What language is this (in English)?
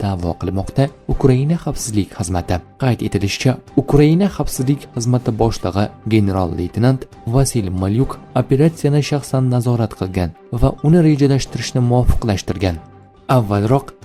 Uzbek